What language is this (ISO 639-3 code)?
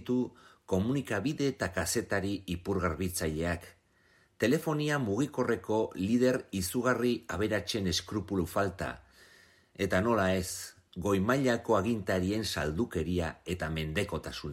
eus